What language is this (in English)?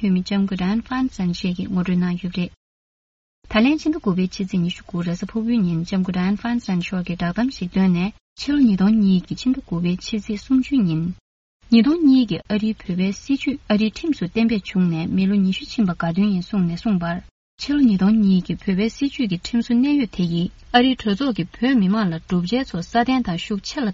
Tibetan